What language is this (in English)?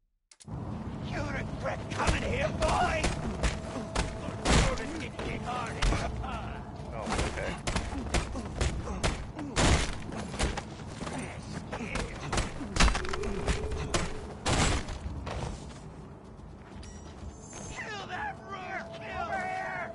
English